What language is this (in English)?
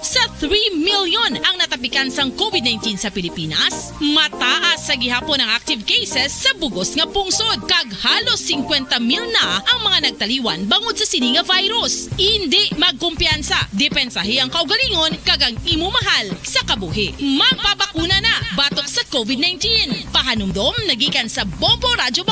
Hiligaynon